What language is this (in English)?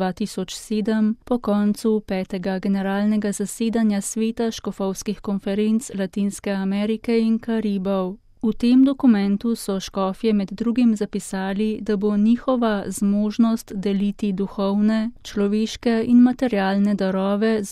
Slovenian